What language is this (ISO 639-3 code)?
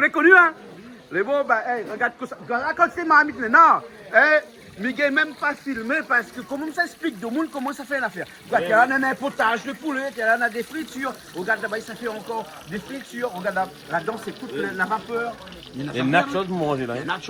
rcf